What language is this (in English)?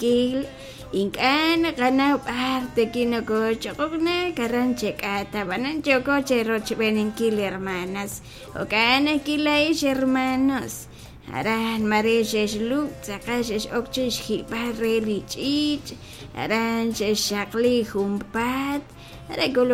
Kekchí